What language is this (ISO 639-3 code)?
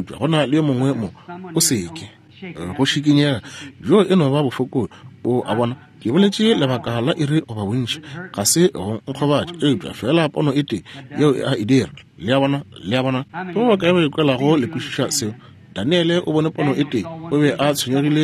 nso